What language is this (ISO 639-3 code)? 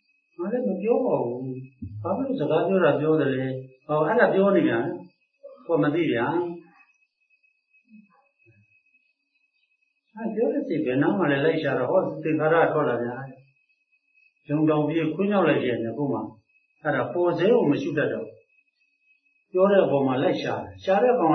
mya